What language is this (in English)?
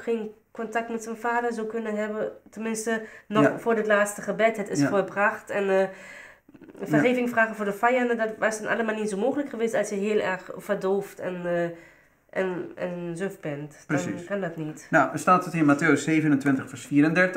Dutch